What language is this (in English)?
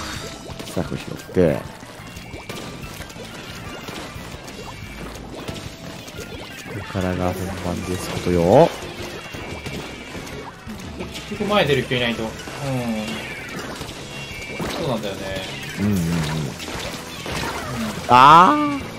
Japanese